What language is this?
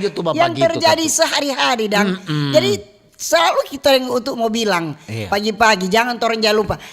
Manado Malay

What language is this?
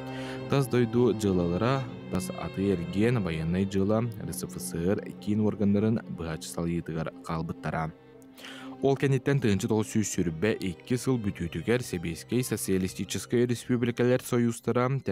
Yakut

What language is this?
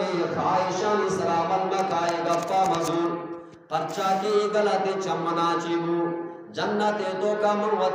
Eastern Balochi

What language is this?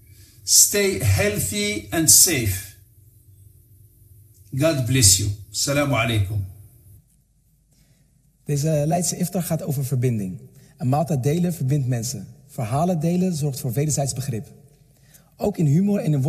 Dutch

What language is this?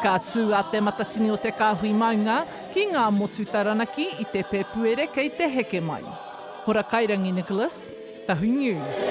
Māori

